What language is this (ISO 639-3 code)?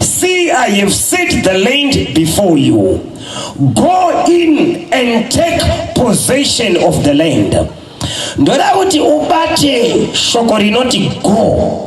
sna